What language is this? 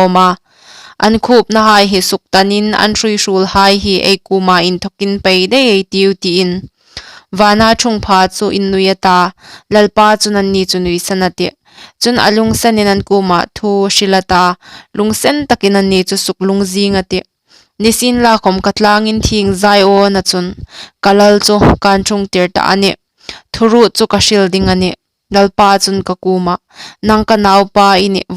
Hmar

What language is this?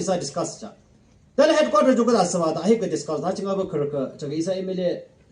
Yimchungru Naga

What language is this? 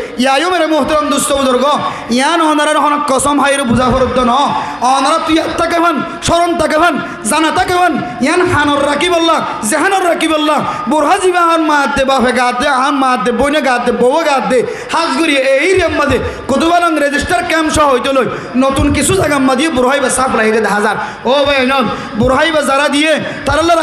Rohingya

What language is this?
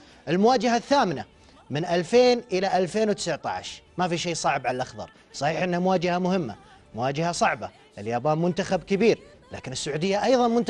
Arabic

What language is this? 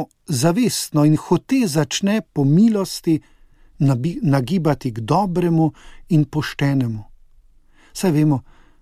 Slovenian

